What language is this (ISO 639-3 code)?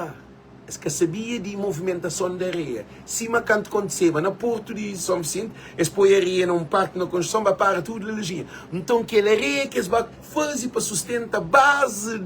kea